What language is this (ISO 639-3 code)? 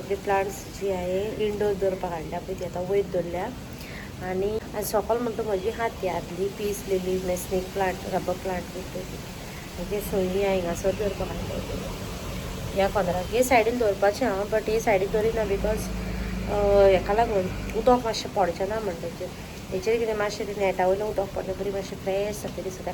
kok